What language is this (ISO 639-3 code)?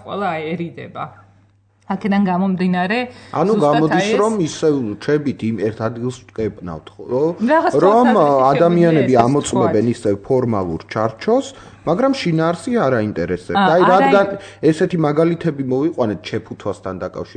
kat